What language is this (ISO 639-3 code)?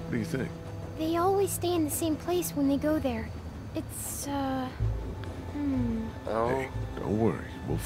gsw